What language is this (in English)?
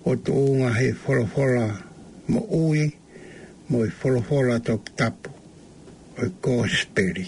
Tongan